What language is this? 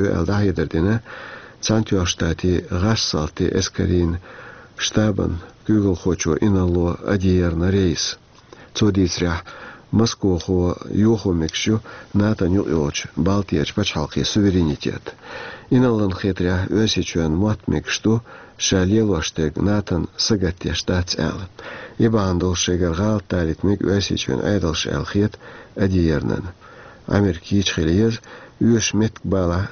Chechen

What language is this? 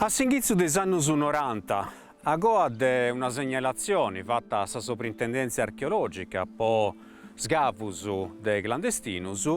Sardinian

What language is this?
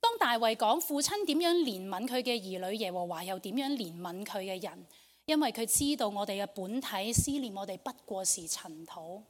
Cantonese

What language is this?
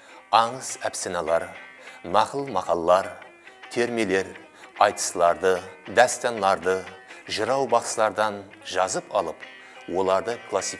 Kara-Kalpak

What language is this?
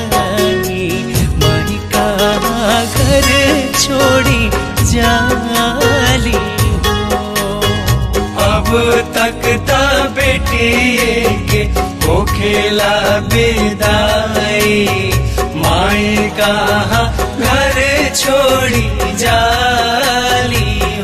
Bhojpuri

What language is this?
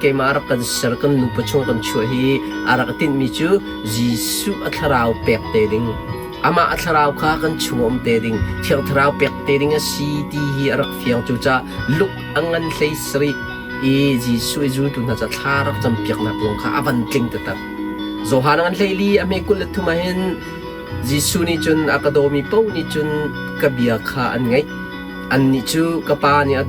Hakha Chin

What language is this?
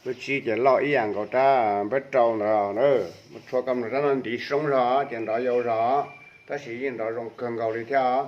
Hmong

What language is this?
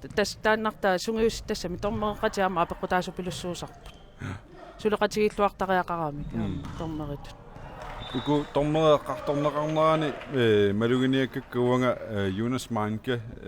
Kalaallisut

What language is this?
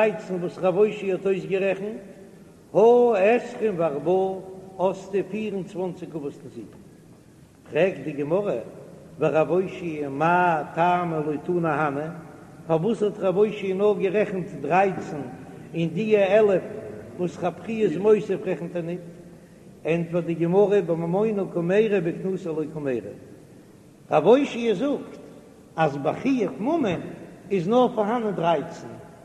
Yiddish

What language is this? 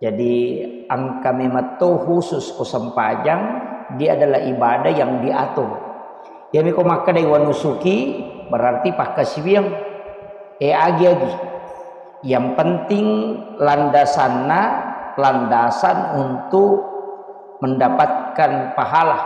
Buginese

